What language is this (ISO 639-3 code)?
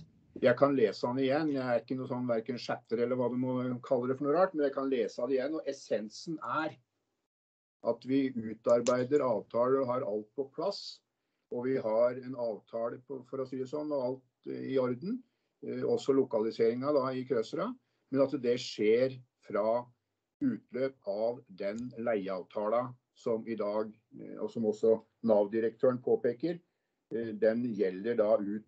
nor